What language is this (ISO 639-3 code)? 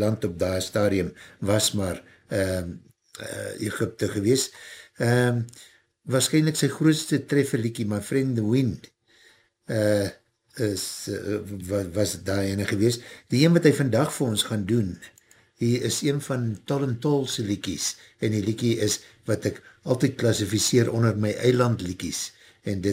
afr